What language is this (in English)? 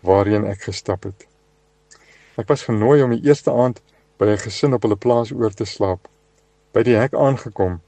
Afrikaans